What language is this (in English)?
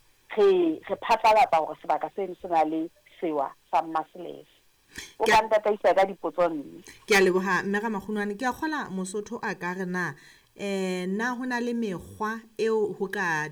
Southern Sotho